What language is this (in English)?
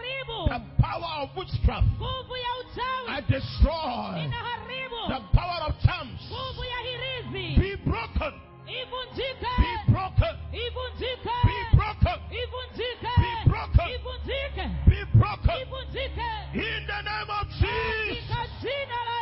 Swahili